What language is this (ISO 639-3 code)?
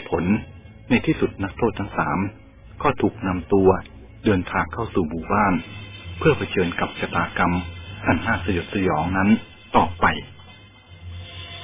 tha